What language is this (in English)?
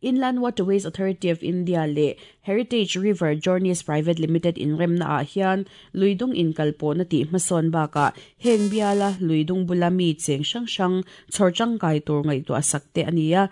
Mizo